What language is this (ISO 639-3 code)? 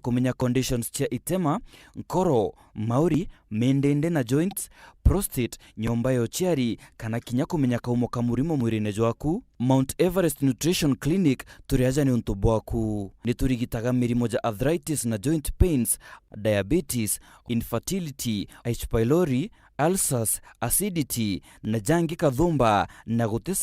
mer